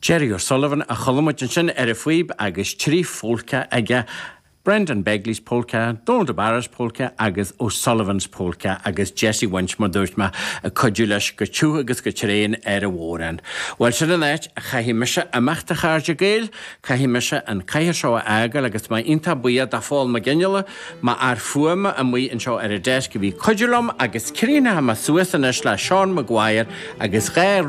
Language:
Irish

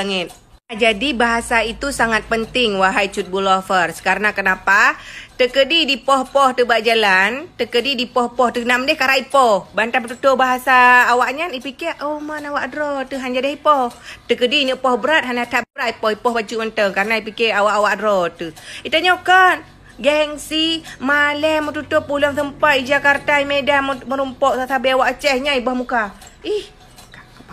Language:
Achinese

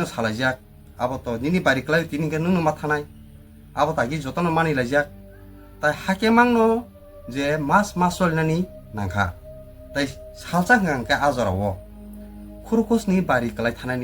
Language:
Kok Borok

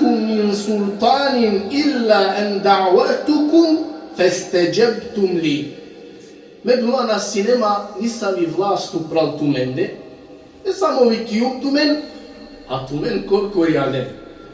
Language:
Balkan Romani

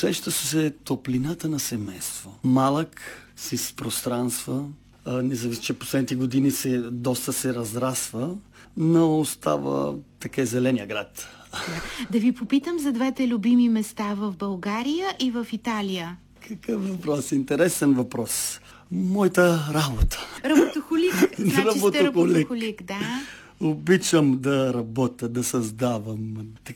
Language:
Bulgarian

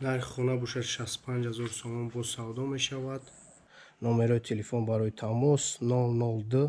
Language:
Tajik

